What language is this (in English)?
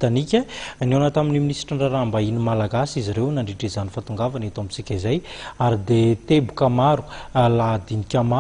Malagasy